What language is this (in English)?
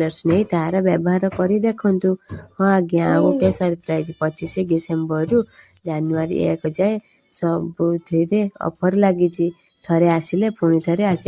Odia